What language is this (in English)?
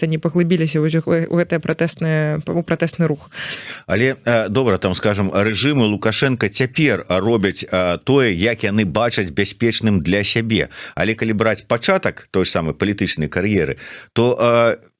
Belarusian